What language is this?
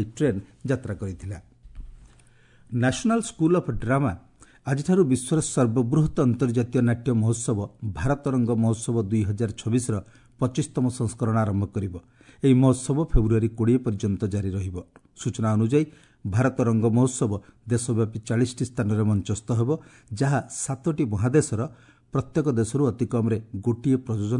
Odia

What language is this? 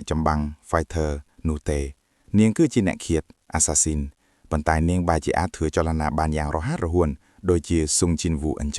Khmer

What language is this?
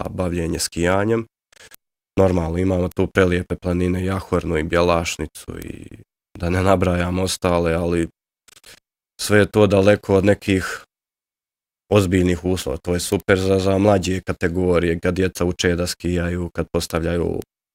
Bosnian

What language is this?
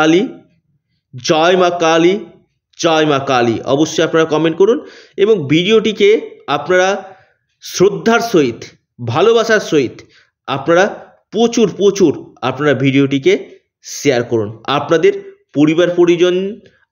Bangla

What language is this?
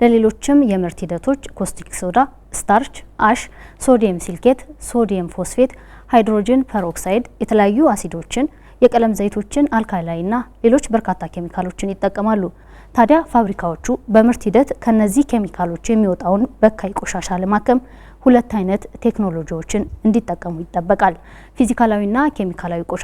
Amharic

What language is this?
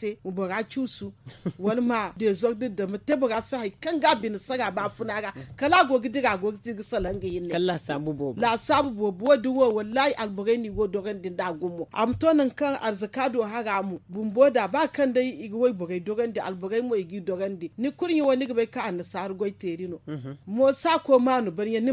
Zarma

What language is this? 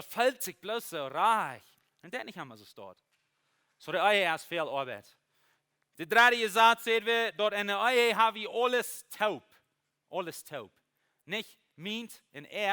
Plautdietsch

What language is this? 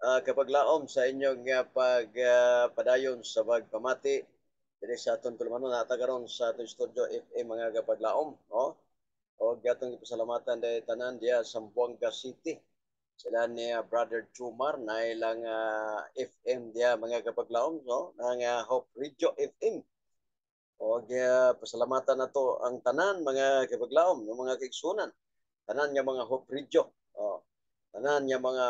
Cebuano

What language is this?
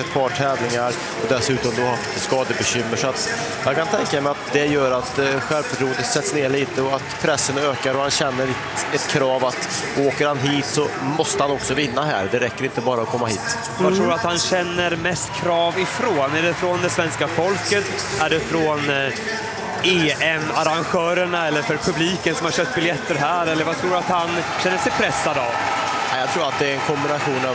Swedish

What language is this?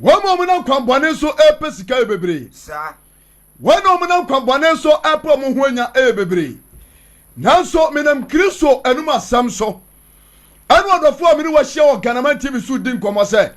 Akan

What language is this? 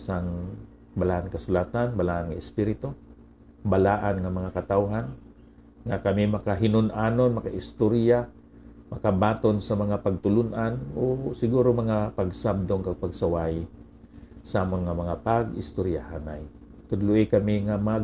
Hiligaynon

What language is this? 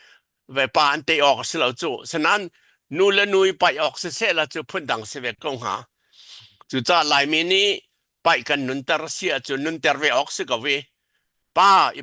Hakha Chin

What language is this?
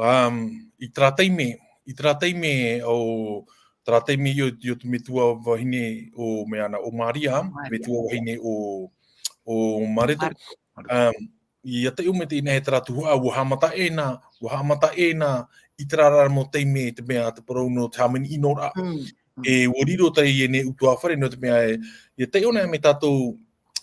Tahitian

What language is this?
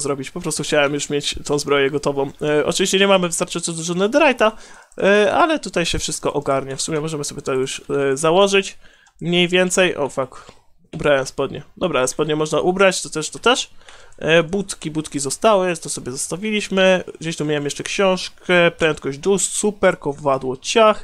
Polish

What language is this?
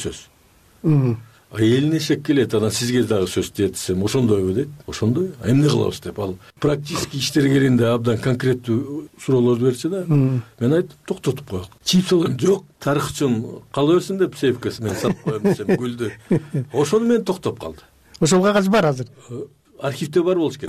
Kyrgyz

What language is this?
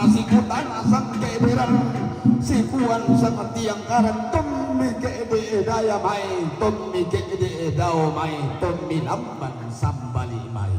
Toraja-Sa'dan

